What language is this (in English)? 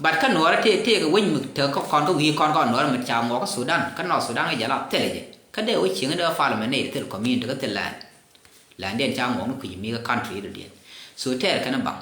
Nuer